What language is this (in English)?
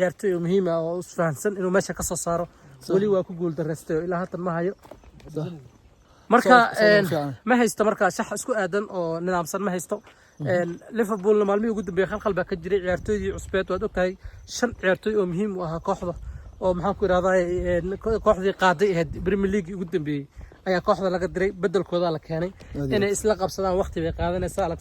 Somali